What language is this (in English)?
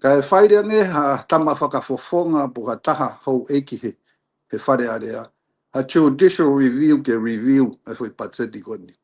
Tongan